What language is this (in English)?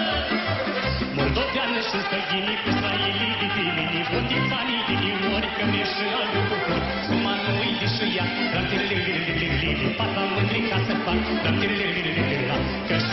Romanian